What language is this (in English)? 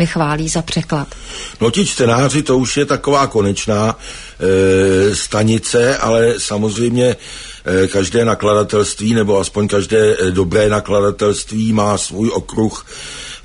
Czech